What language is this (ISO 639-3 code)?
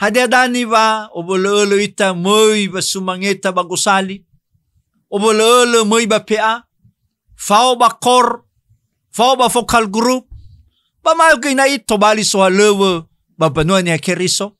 nia